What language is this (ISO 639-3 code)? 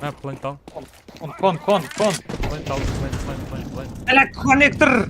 kaa